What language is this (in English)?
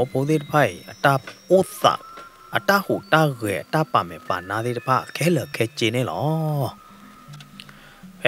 S'gaw Karen